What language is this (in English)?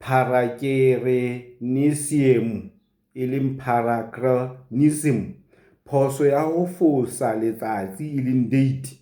Southern Sotho